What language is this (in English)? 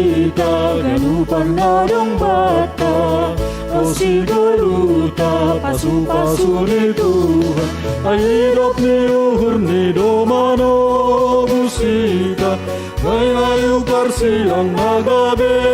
Batak Simalungun